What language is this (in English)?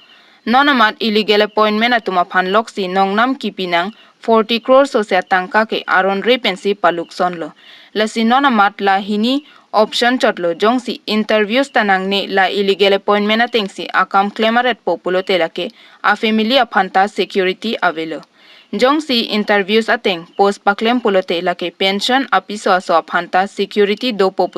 Karbi